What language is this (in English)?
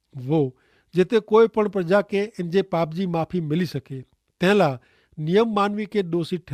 Kachhi